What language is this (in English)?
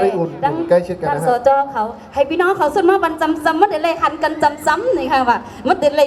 Shan